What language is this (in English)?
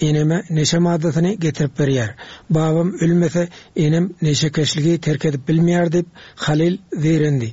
Turkmen